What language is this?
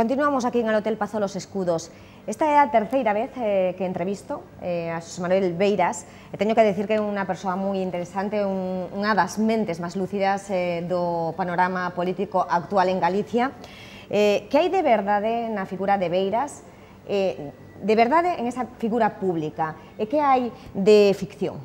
Galician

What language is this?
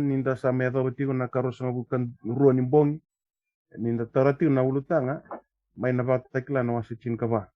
Fijian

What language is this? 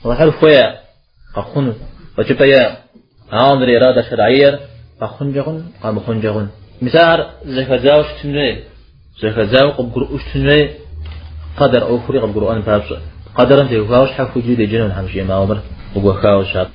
Kabardian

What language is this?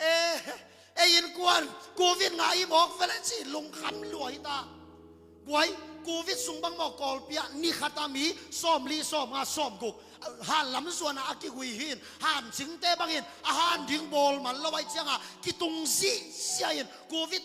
Tedim Chin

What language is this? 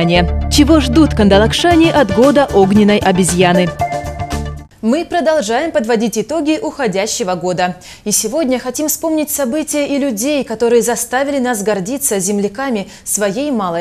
Russian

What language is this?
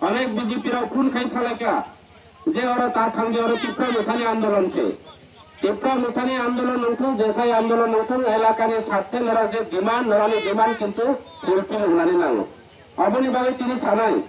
Kok Borok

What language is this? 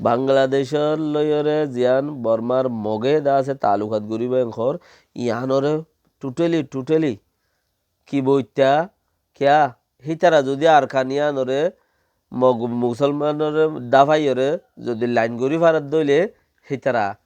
Rohingya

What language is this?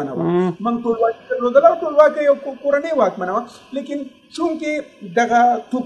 Pashto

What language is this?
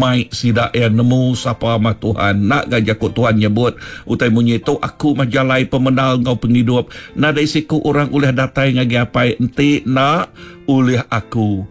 Iban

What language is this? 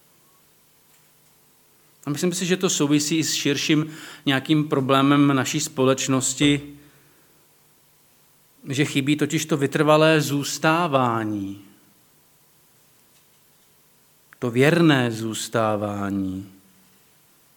Czech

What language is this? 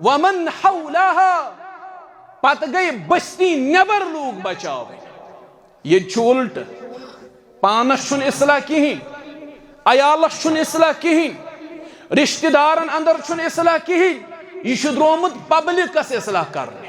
Kashmiri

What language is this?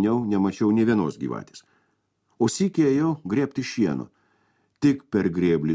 Lithuanian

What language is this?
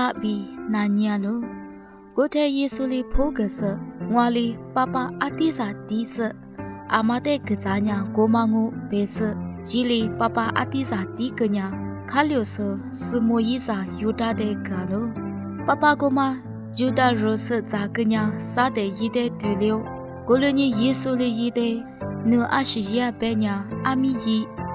Lisu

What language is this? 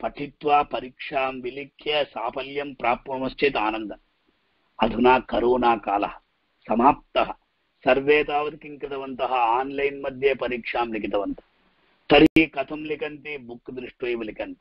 Sanskrit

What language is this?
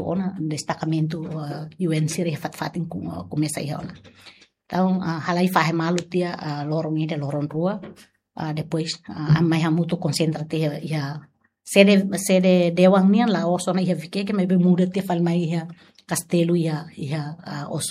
Tetum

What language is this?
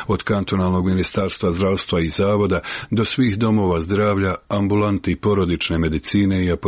Croatian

